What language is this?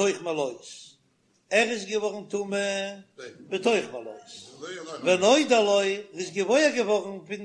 Yiddish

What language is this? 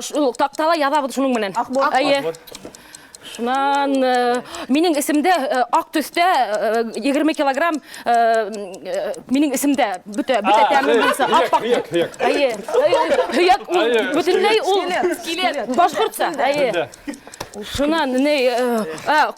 Bashkir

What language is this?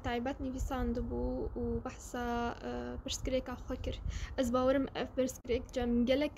Kurdish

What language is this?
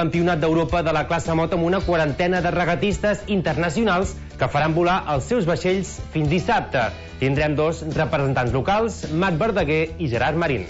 Catalan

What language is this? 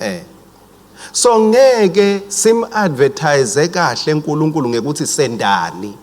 Swati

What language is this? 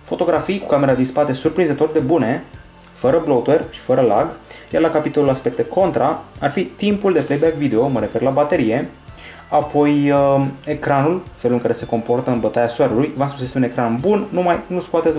Romanian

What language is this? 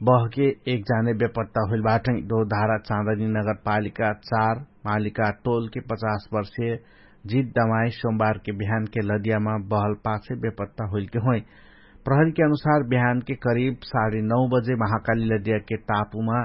Dangaura Tharu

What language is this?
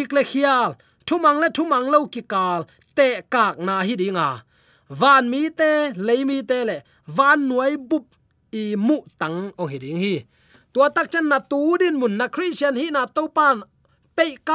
Tedim Chin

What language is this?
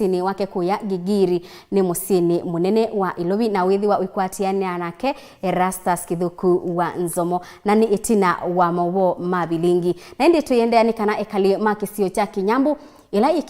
Kamba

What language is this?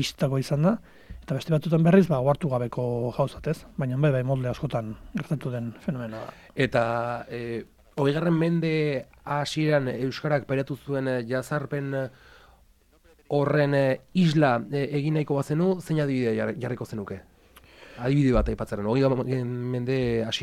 Basque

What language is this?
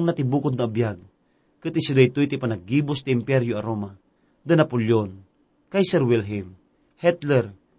Iloko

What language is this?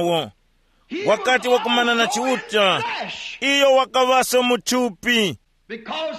Tumbuka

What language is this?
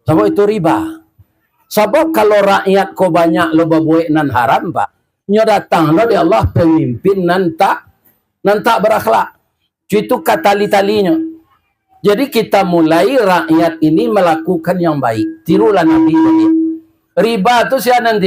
Minangkabau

